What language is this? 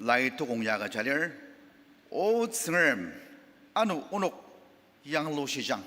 Ao Naga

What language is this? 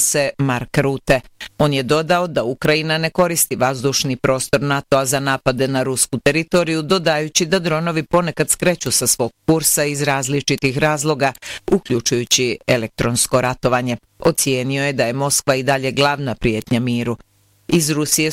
Bosnian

